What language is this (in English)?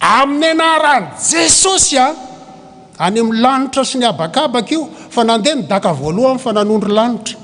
Malagasy